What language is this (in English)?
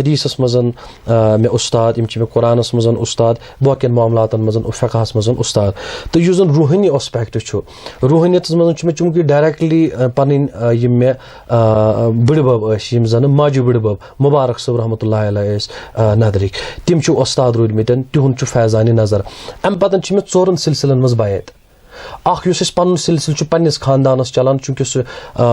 Kashmiri